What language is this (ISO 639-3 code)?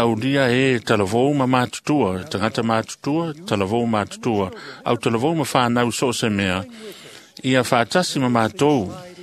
smo